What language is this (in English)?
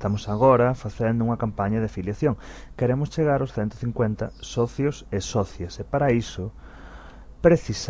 Galician